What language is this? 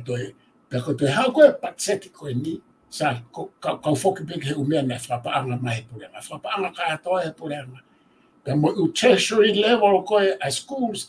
Tongan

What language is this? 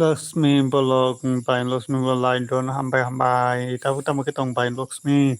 Kok Borok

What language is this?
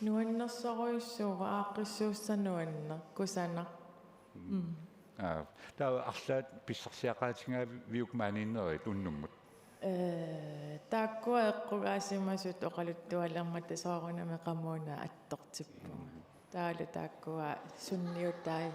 Kalaallisut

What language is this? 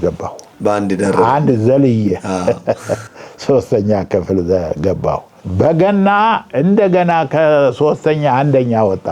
Amharic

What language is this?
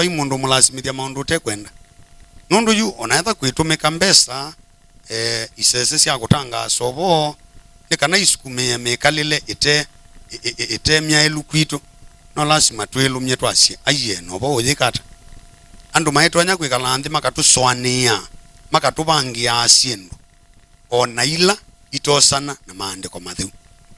Kamba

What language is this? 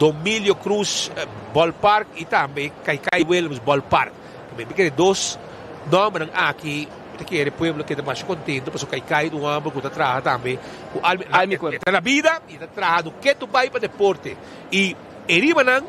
Papiamento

